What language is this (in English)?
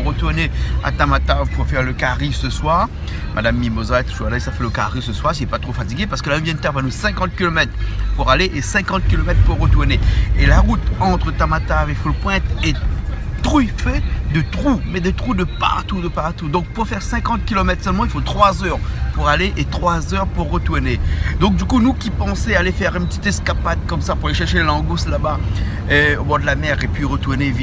Réunion Creole French